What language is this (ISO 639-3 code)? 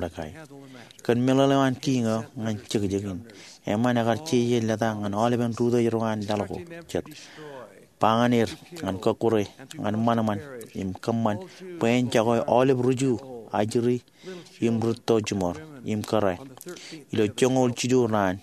mah